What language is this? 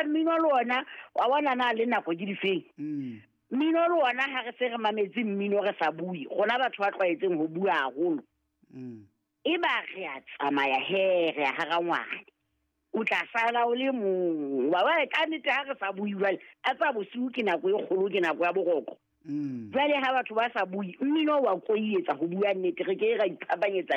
Southern Sotho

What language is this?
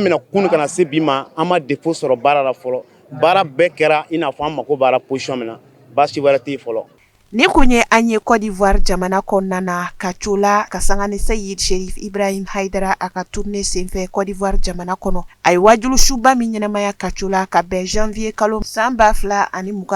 Bambara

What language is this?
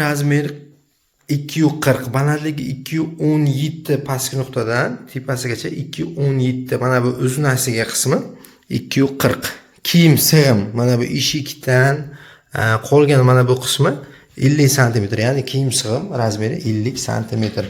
Uzbek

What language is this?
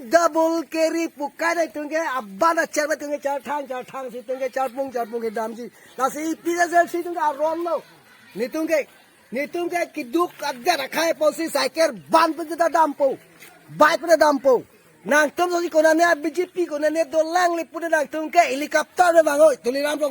Karbi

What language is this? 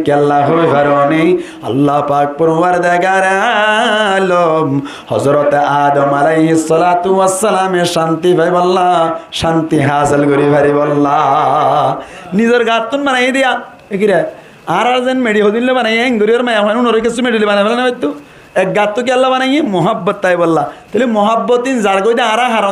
Rohingya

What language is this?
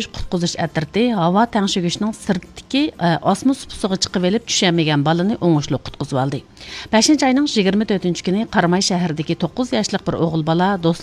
Uyghur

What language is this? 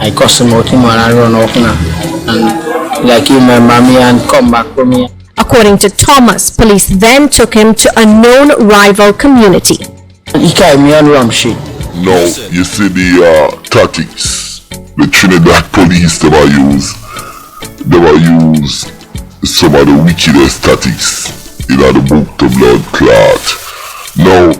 Jamaican Creole English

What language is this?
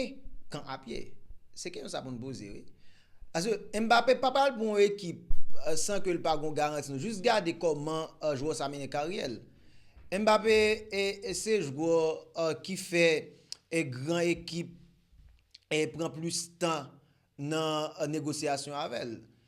Haitian Creole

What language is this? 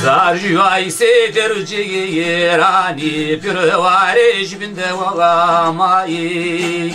Zaza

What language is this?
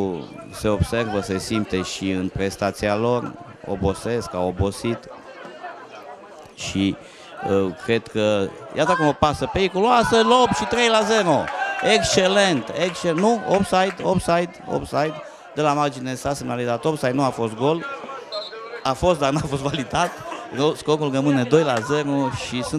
Romanian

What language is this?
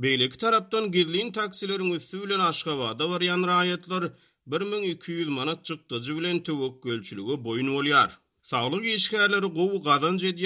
Turkmen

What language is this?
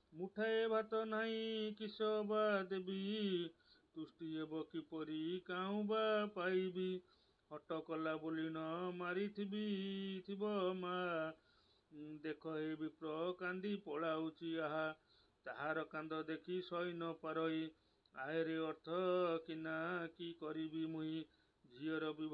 Odia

